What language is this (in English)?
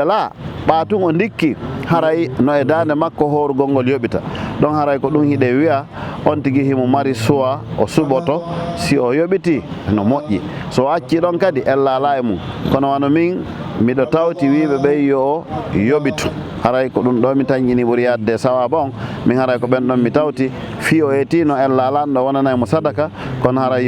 Fula